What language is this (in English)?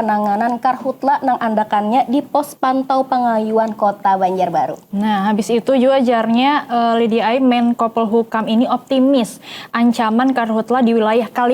Banjar